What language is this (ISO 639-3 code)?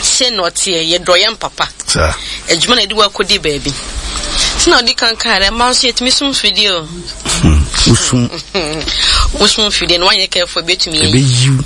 aka